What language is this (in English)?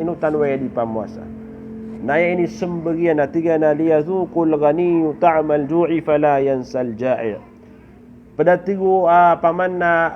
Maranao